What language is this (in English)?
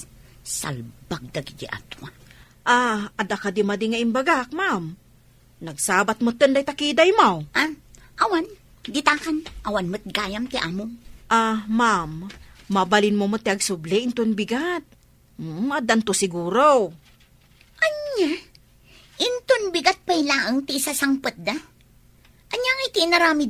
Iloko